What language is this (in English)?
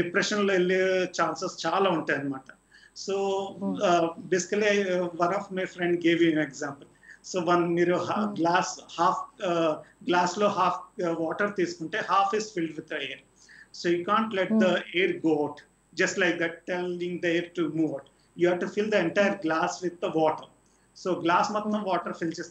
Telugu